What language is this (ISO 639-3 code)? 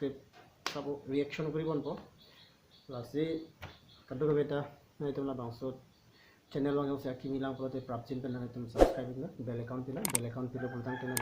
mjw